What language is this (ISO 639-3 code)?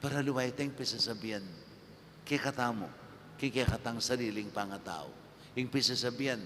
pam